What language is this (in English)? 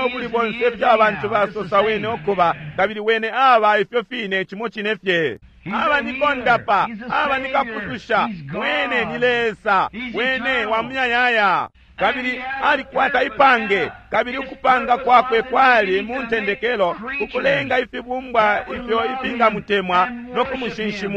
Bemba